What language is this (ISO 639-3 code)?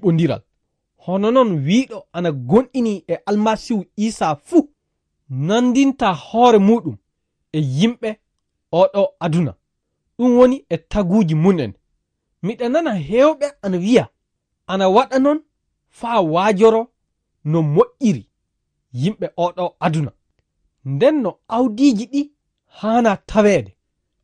ful